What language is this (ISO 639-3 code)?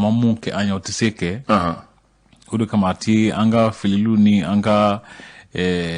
bam